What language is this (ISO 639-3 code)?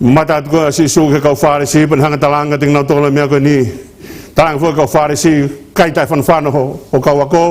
ton